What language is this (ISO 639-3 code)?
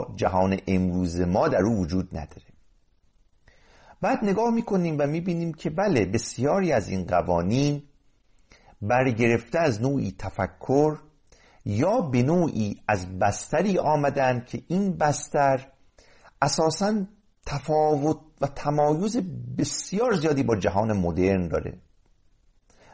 fas